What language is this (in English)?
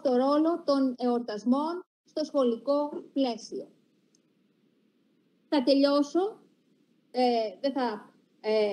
Greek